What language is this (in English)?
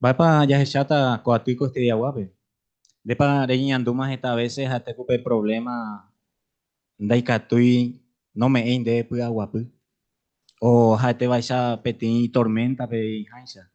Guarani